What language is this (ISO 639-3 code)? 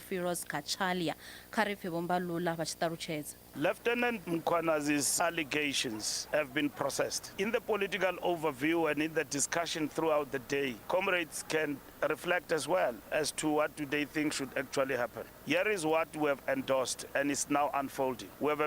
ven